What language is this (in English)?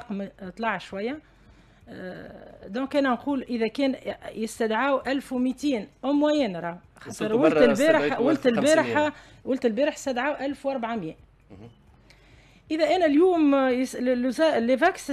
Tunisian Arabic